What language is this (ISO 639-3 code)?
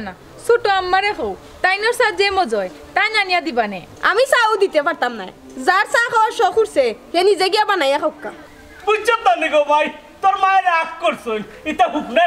syl